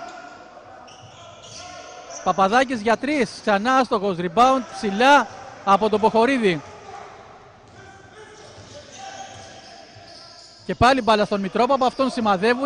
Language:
Greek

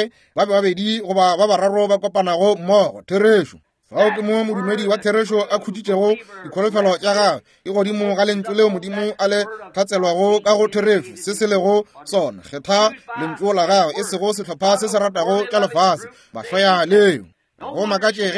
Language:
Northern Sotho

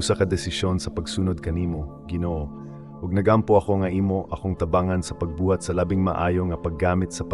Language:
Cebuano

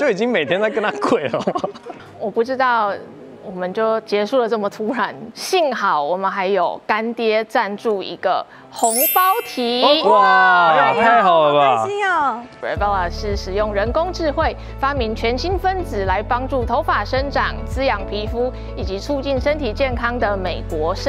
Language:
Chinese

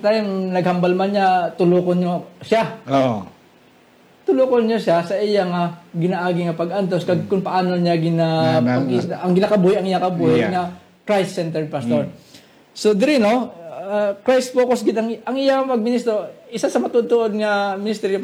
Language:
Hiligaynon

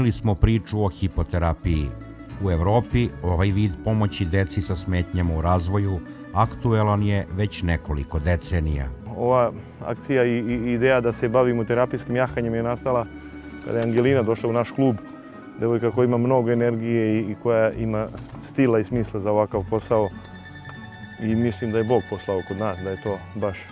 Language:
Serbian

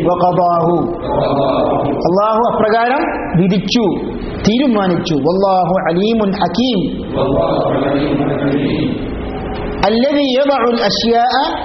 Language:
Malayalam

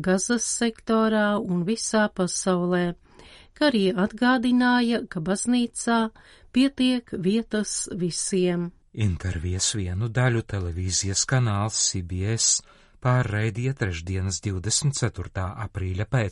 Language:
Latvian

